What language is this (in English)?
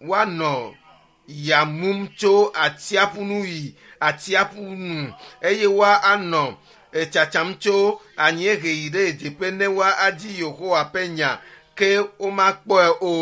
Ewe